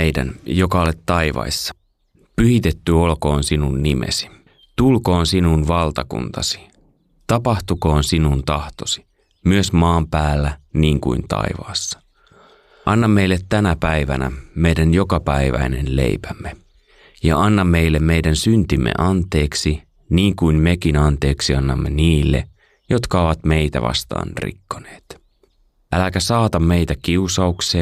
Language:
Finnish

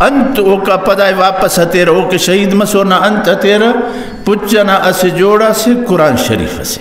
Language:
Brahui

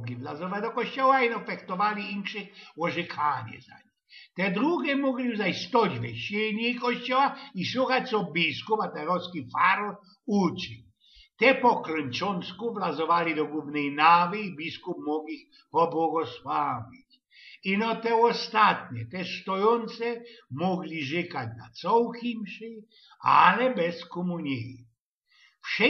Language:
Silesian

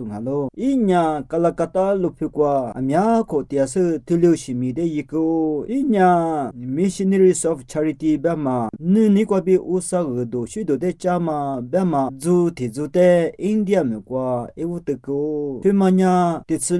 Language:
Lisu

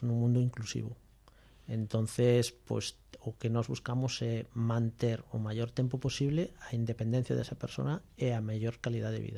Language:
Galician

